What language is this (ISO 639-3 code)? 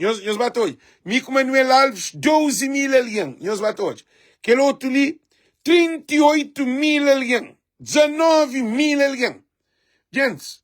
kea